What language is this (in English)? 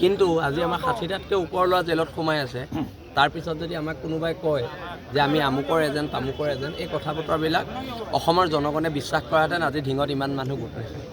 Assamese